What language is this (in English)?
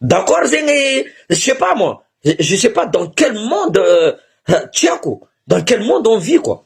Malagasy